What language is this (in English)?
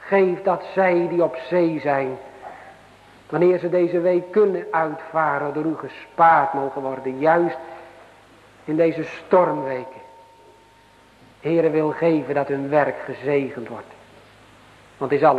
Dutch